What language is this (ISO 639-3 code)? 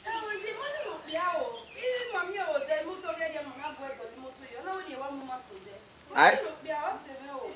bin